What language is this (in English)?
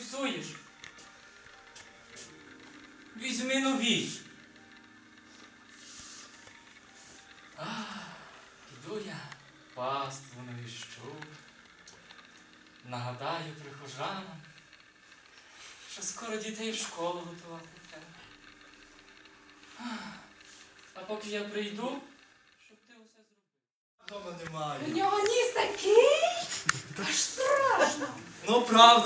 Ukrainian